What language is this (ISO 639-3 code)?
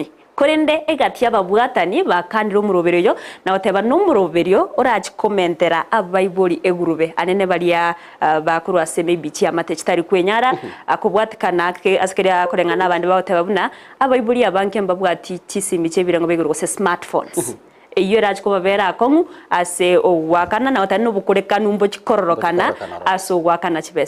guz